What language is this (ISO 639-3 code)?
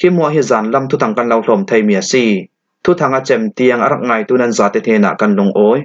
cfm